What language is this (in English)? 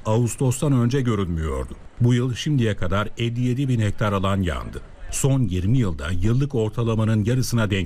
Turkish